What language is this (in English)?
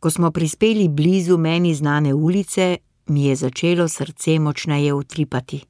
Slovenian